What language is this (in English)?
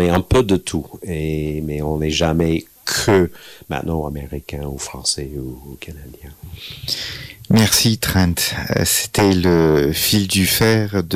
French